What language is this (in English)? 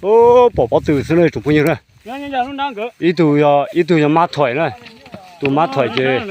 Hmong